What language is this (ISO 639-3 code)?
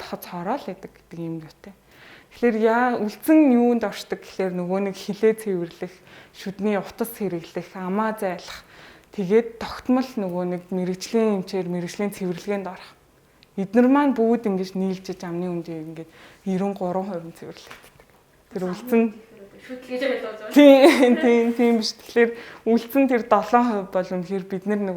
mon